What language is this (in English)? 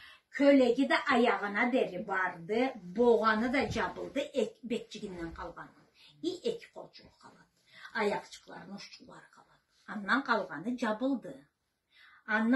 Karachay-Balkar